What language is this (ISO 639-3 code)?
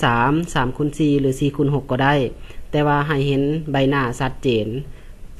lao